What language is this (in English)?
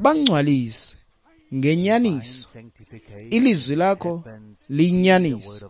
Xhosa